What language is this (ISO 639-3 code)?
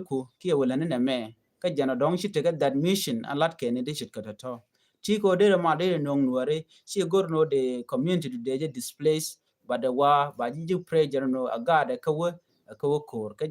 nus